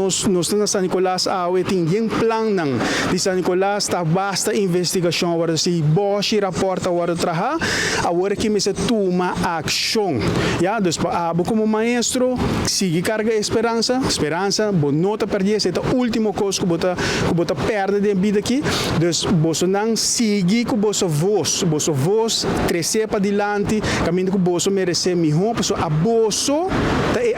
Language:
Papiamento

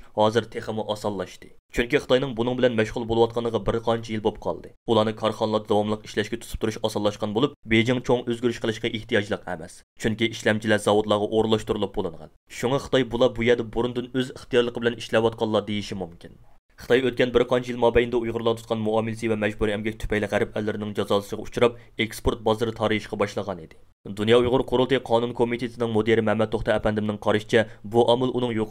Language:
Uyghur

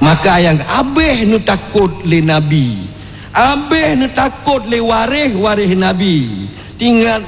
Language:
Achinese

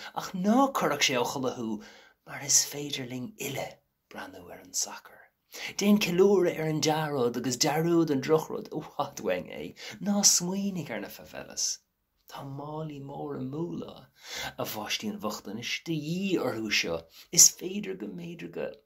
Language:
Irish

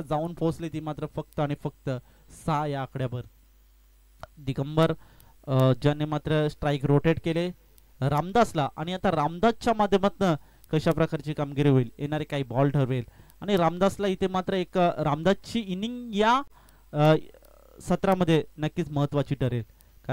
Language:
Marathi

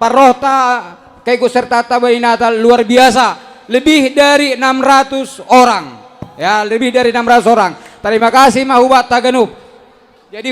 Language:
Batak Simalungun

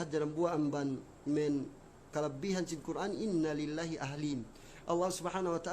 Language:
Yakan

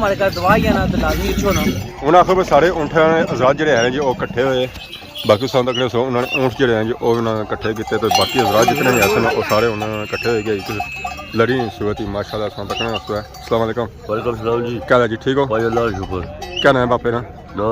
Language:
Pahari-Potwari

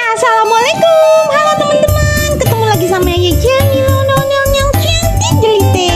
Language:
Betawi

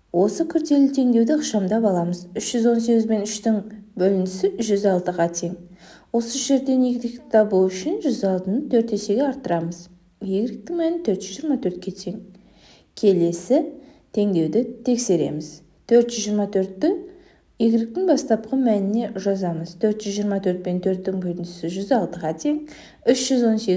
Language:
Kazakh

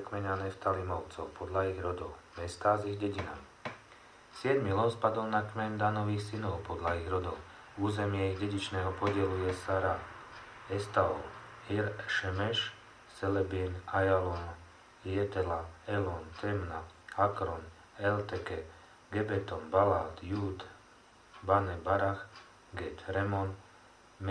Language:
Slovak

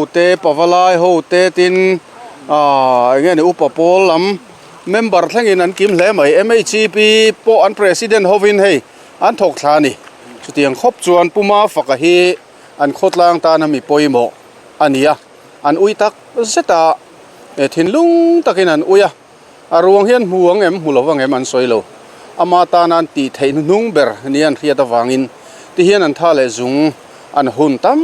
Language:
Mizo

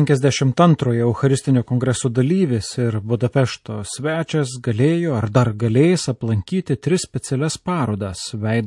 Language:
Lithuanian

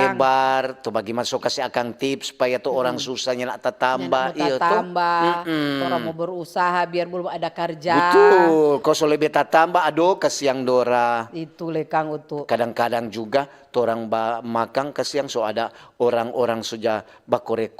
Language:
Manado Malay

